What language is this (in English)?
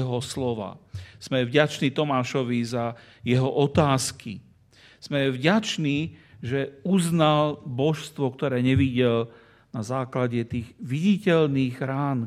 Slovak